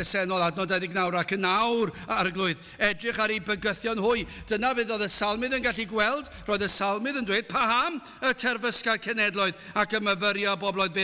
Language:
Welsh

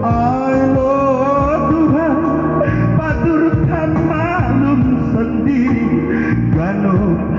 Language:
Batak Simalungun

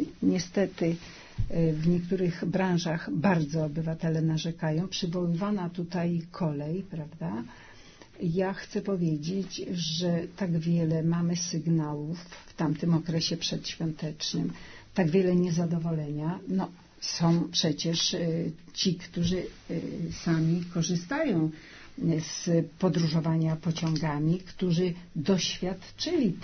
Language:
Polish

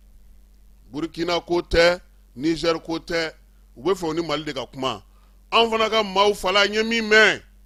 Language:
Bambara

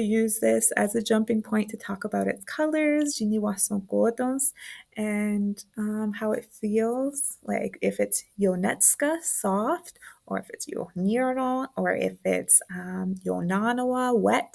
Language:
Mohawk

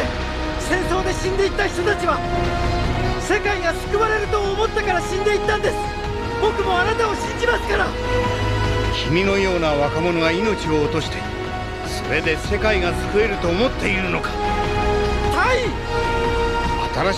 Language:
Japanese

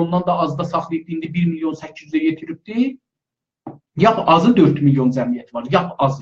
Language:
South Azerbaijani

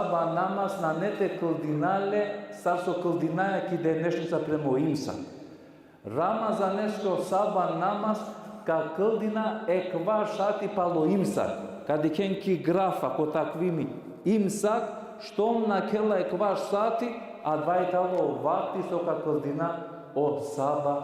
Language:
Balkan Romani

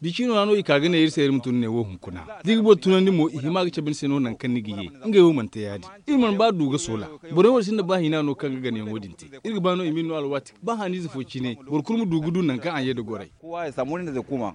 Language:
Zarma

